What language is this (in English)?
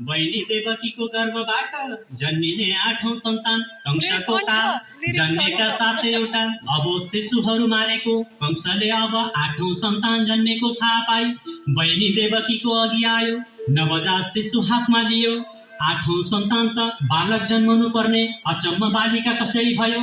Nepali